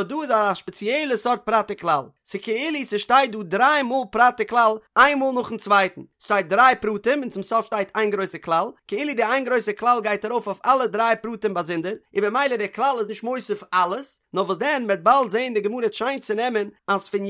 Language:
Yiddish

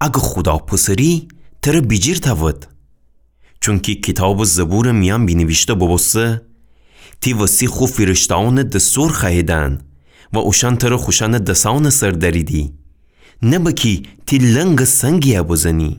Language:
Gilaki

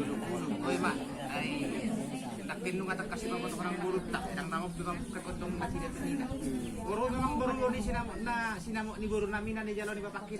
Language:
Batak Toba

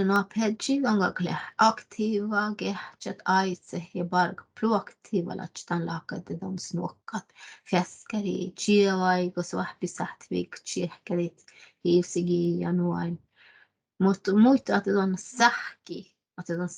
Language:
Northern Sami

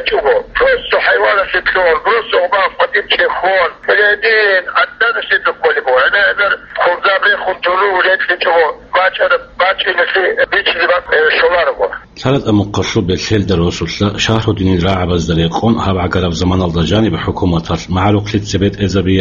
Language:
Avaric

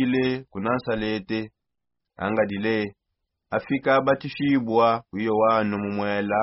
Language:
Songe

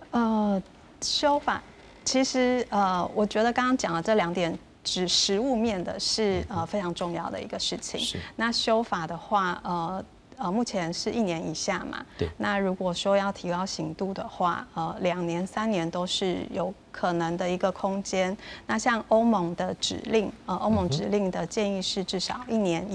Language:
Chinese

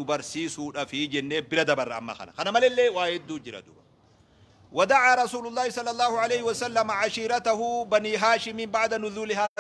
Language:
Oromo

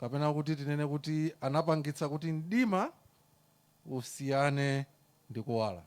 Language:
Nyanja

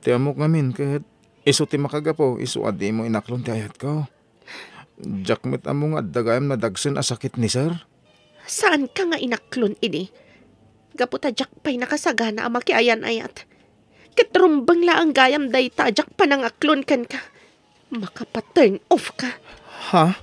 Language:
Iloko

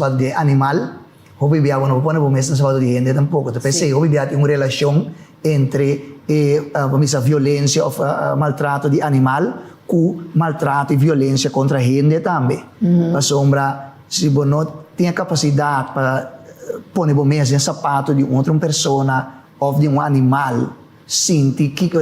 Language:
Papiamento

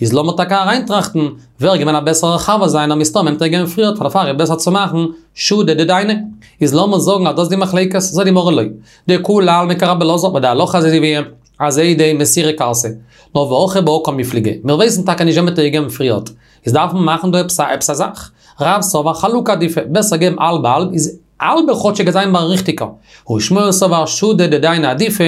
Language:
Yiddish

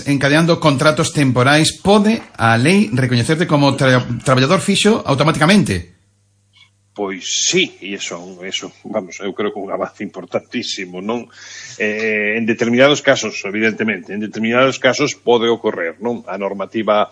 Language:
Galician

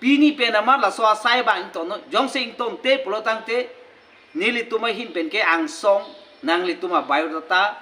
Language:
Karbi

